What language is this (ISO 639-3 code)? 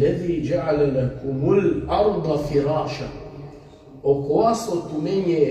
rmn